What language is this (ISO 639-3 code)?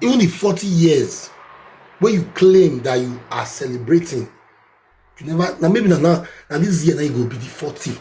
pcm